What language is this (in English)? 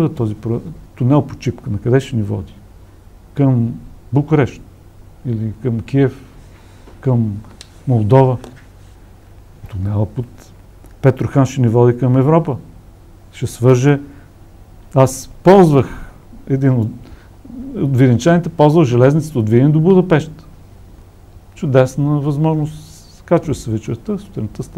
Bulgarian